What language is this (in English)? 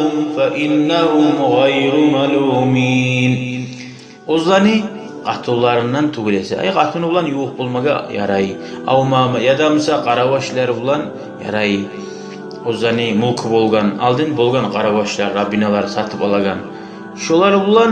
Kumyk